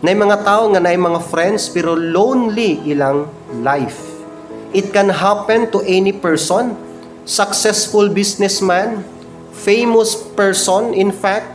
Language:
Cebuano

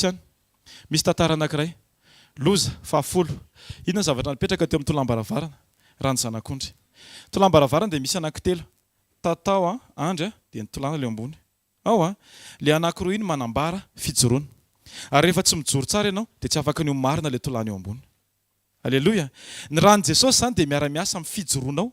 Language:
Malagasy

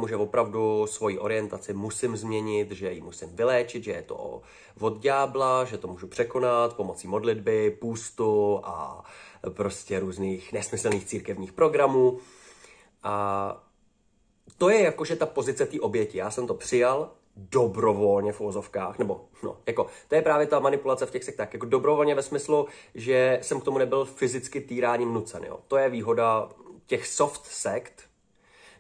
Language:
Czech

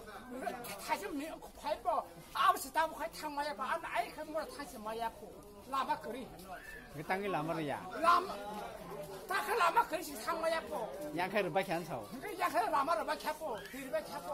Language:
Kok Borok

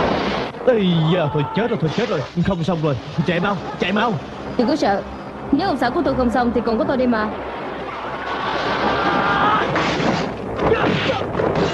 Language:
Vietnamese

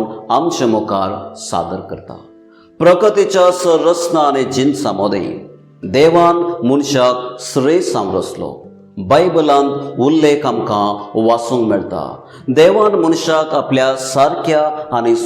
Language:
Konkani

